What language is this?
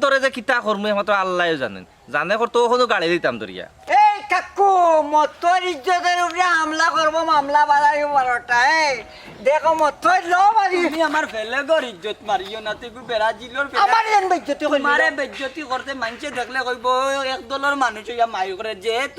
Sylheti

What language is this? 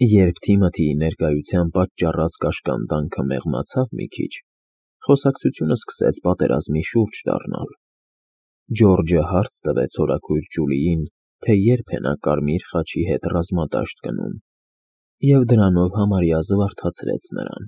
Armenian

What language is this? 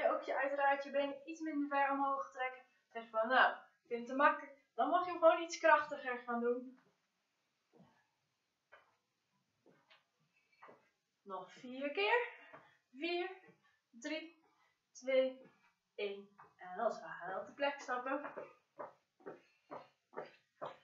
Dutch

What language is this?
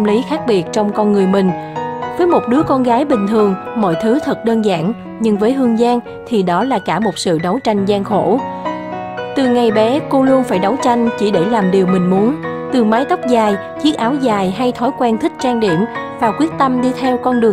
Vietnamese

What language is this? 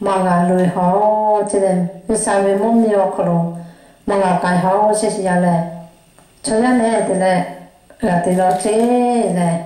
Lahu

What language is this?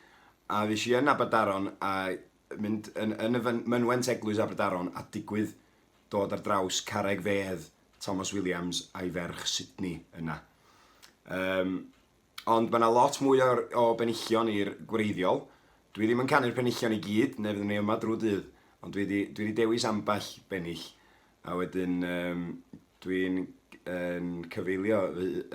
Welsh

